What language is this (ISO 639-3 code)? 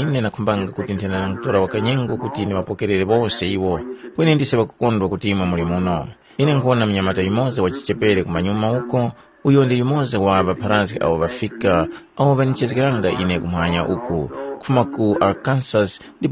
tum